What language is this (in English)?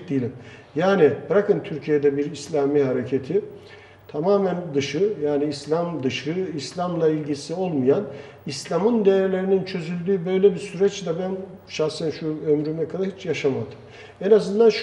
Turkish